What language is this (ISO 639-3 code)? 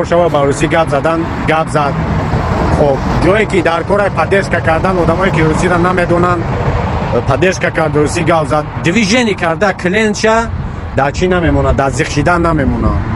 tgk